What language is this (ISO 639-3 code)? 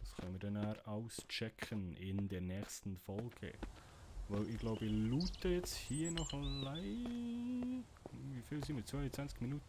gsw